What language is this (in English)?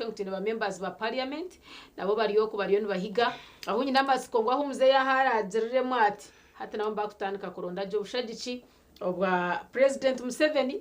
Nyankole